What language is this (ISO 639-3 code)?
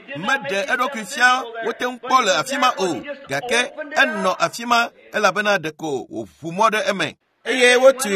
ewe